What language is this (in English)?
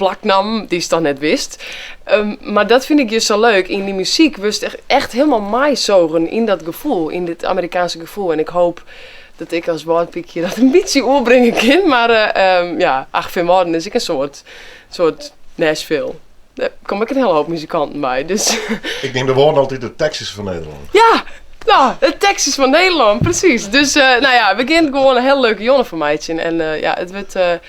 Western Frisian